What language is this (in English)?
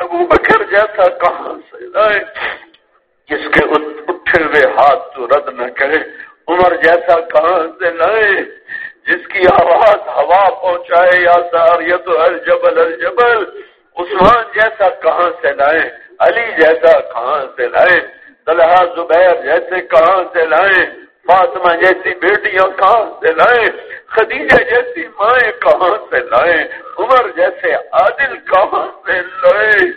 Urdu